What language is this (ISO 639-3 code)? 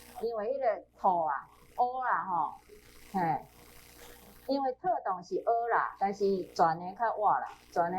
nan